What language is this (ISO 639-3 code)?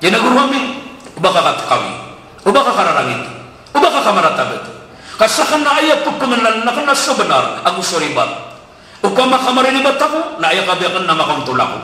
mrw